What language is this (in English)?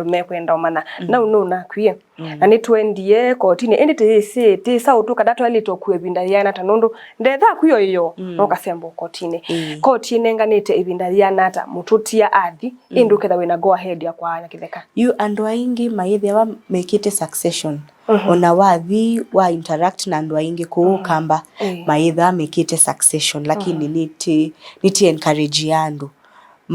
Kamba